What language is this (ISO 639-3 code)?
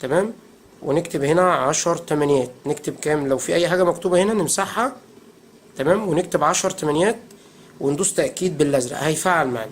arz